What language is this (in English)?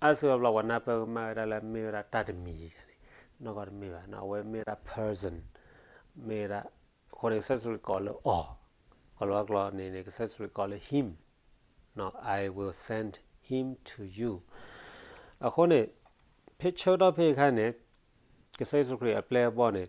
S'gaw Karen